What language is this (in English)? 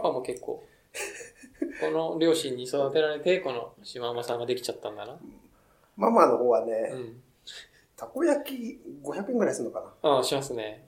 Japanese